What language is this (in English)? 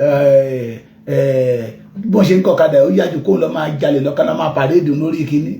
Yoruba